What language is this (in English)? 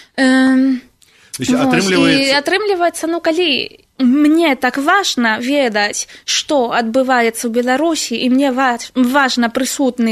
Belarusian